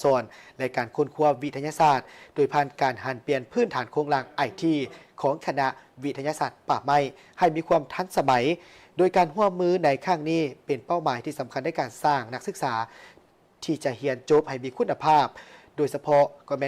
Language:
Lao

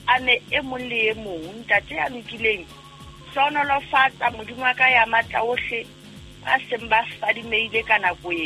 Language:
Southern Sotho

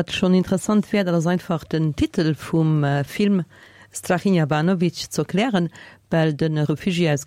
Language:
Luxembourgish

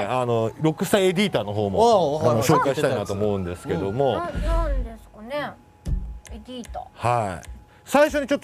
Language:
Japanese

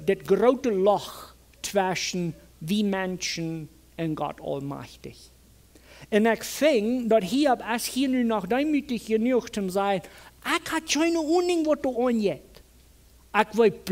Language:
Plautdietsch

